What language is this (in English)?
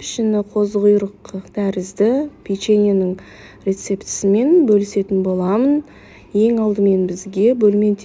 Kazakh